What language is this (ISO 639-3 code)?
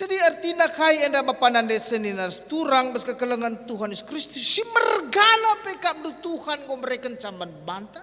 btx